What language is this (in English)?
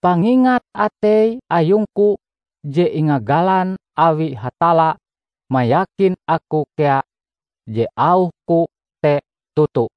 Ngaju